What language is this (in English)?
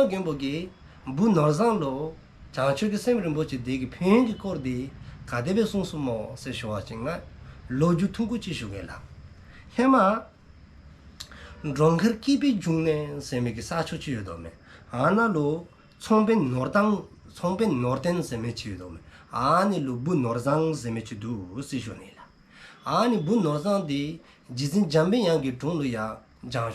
Dzongkha